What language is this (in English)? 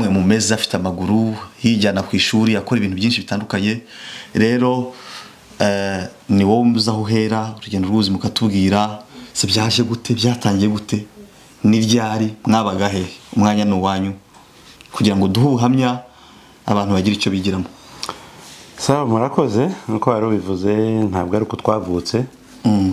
Kinyarwanda